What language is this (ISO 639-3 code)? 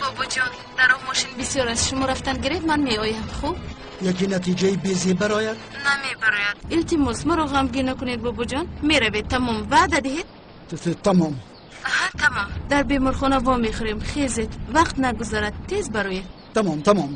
tgk